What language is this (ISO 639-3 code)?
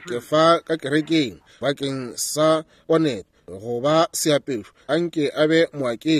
nso